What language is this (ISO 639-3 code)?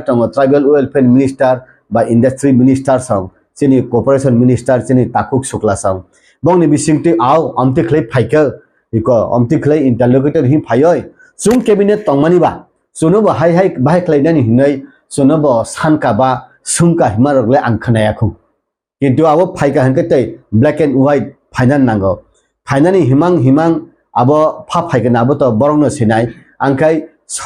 trp